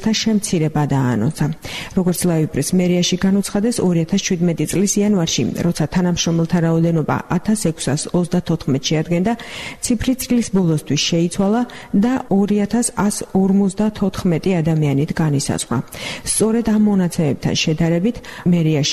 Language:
Georgian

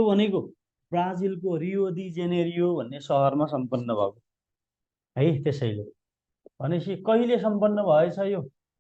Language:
Nepali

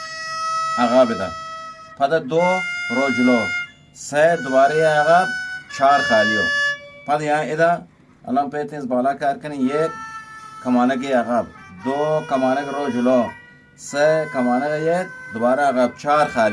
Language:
Eastern Balochi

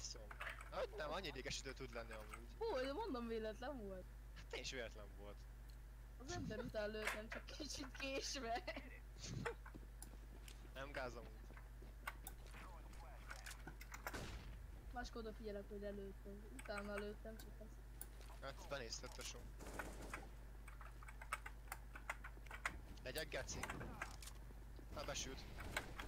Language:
Hungarian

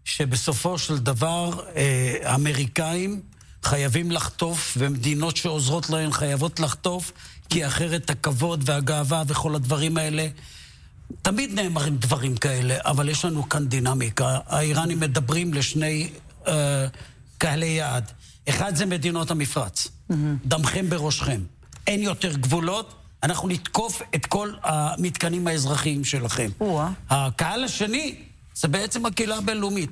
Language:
Hebrew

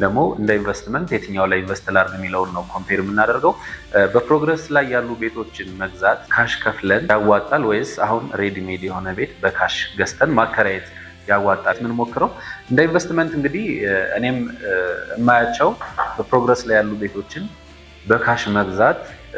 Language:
Amharic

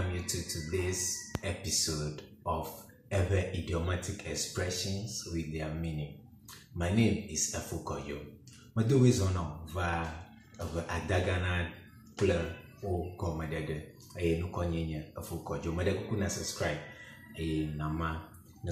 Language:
Ewe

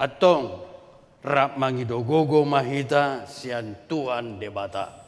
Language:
Batak Toba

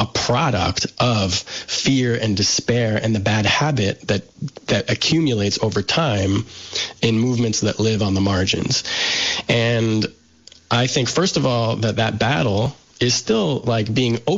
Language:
English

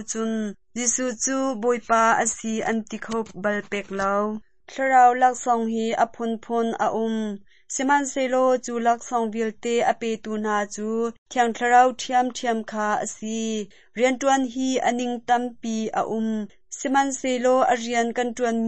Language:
Hakha Chin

